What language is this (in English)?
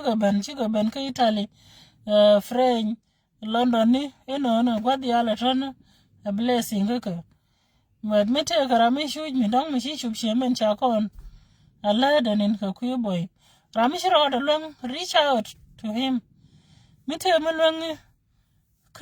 Nuer